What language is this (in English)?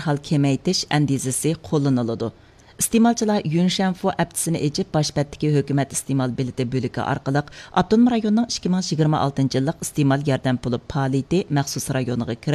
Uyghur